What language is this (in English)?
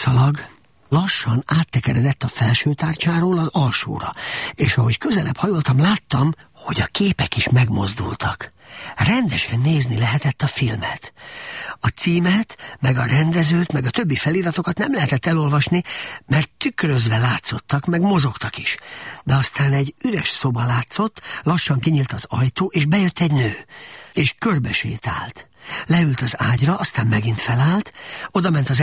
Hungarian